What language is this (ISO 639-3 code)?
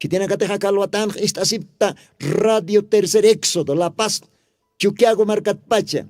aym